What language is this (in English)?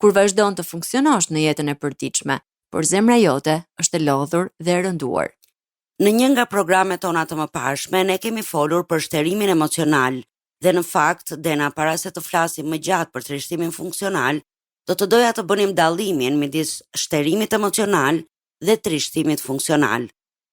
Albanian